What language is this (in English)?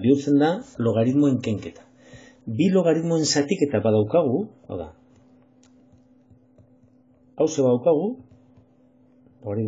Basque